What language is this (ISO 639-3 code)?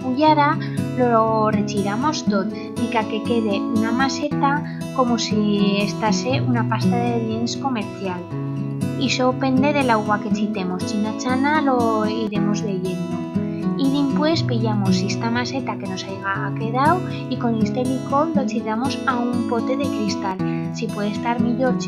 arg